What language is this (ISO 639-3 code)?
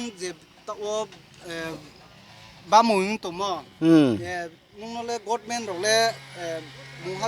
ria